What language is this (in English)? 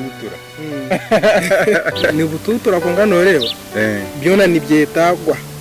Nyankole